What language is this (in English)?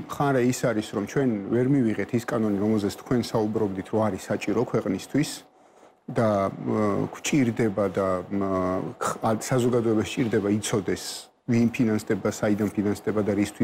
Georgian